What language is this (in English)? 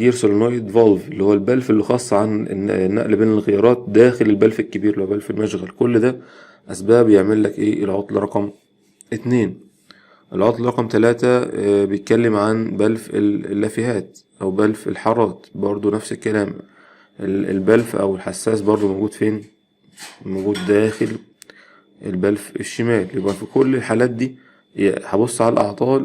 Egyptian Arabic